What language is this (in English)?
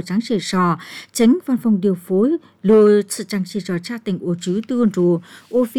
Vietnamese